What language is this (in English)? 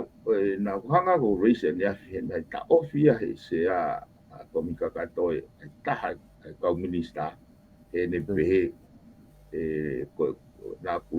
Tongan